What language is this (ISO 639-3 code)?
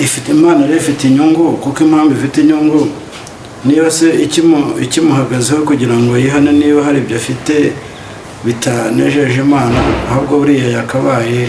kin